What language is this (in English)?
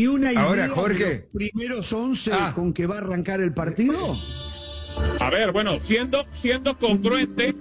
Spanish